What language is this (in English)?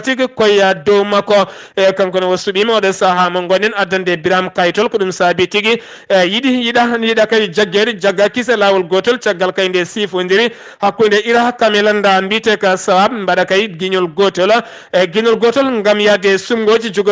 Fula